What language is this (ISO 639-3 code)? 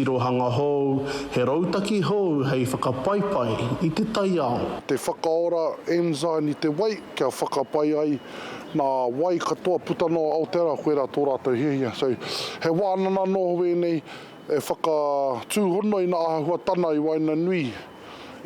mri